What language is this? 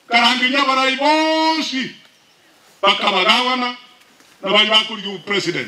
Gusii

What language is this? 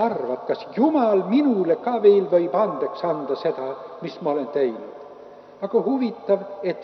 Estonian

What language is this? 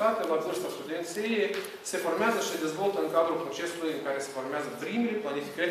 Romanian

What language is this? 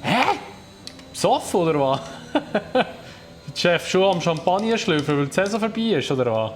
Swiss German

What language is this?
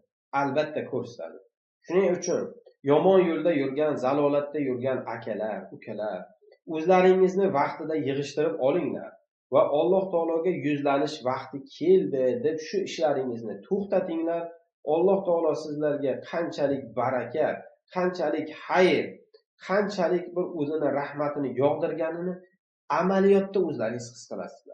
Uzbek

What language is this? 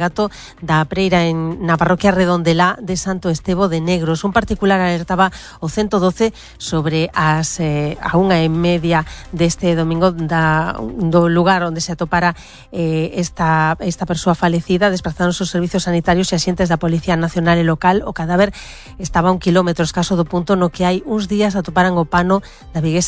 Galician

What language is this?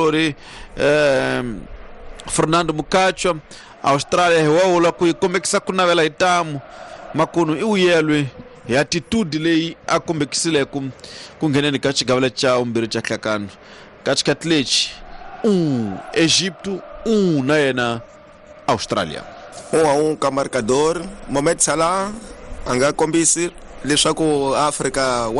Tsonga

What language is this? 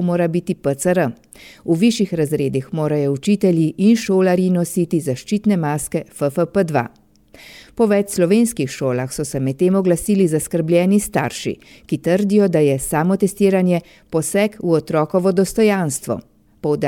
Slovenian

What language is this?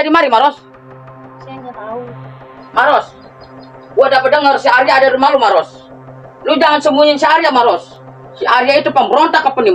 Betawi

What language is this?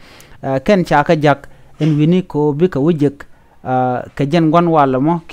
Nuer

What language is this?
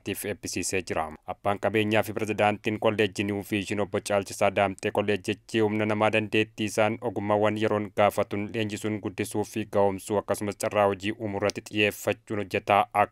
Oromo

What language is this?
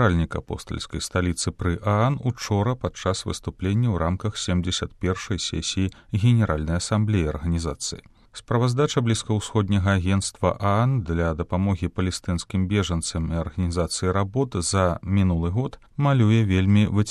Belarusian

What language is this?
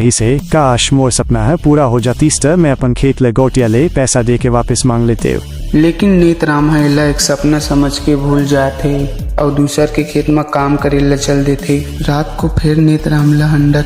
Chhattisgarhi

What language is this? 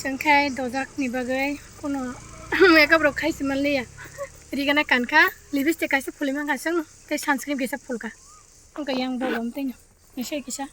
Kok Borok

